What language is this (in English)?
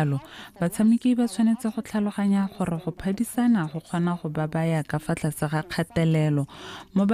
Tswana